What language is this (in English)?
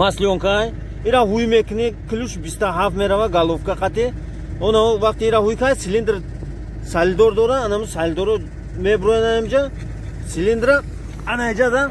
Tajik